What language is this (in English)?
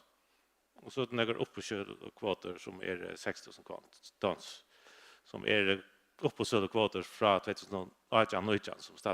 Faroese